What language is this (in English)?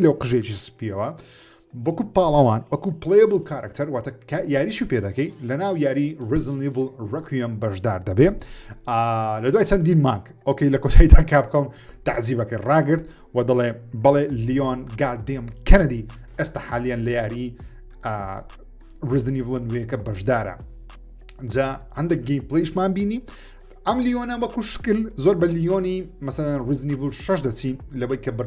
Central Kurdish